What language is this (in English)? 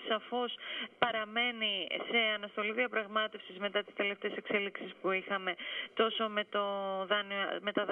Greek